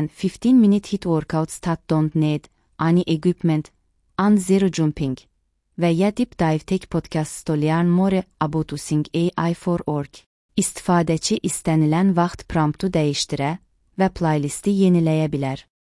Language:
Azerbaijani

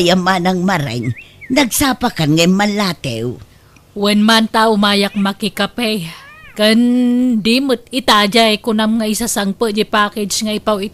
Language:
Iloko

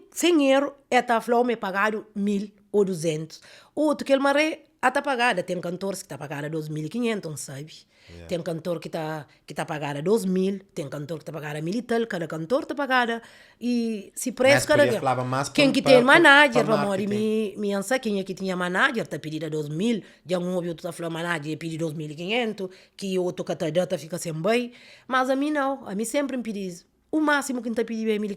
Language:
Kabuverdianu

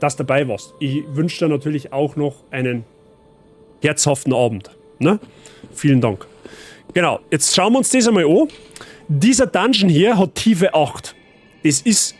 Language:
Bavarian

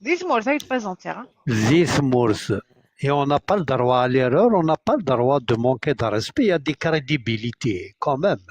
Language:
Kabyle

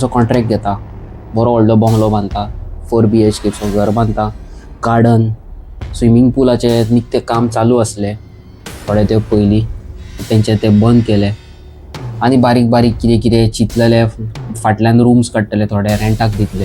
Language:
Konkani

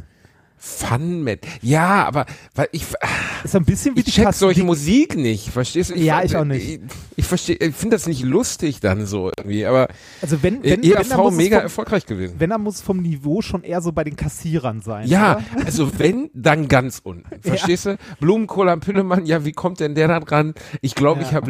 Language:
German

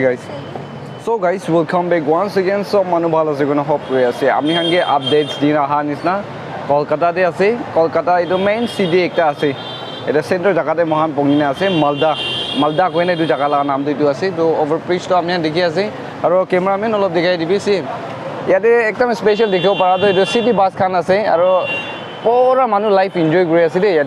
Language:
Naga Pidgin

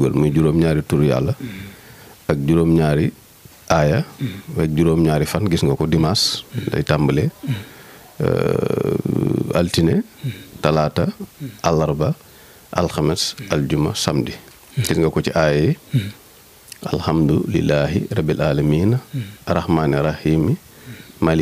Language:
Wolof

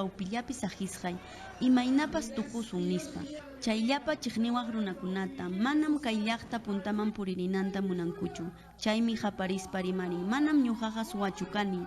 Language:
Ayacucho Quechua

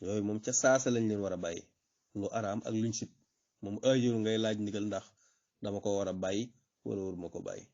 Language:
Wolof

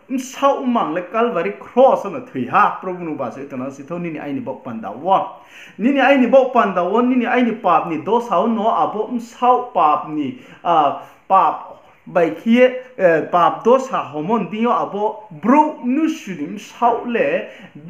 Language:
Riang (India)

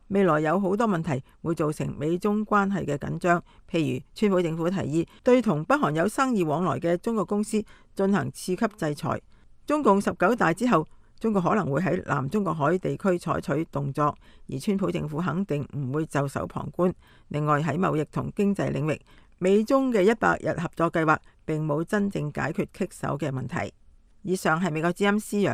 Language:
Cantonese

